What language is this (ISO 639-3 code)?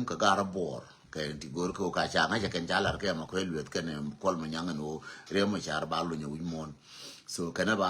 nus